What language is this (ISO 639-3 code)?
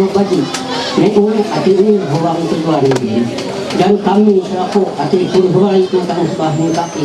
mhy